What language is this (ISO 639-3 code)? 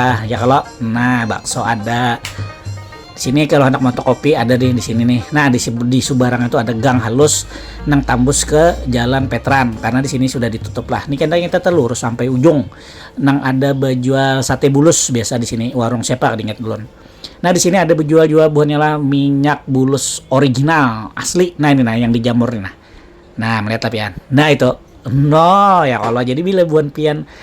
bjn